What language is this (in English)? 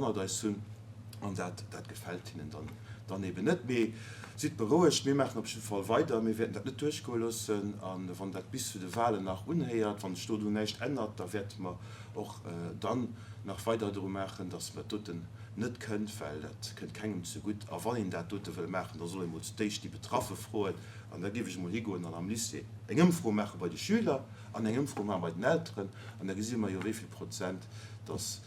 Luxembourgish